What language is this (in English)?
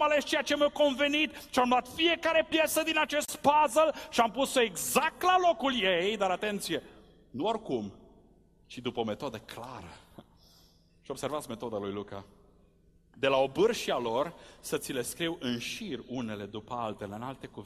Romanian